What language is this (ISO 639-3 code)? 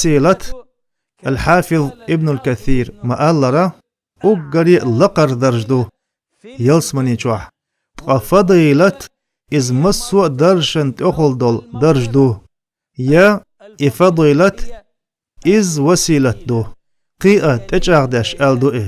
che